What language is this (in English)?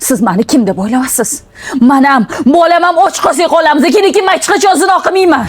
Uzbek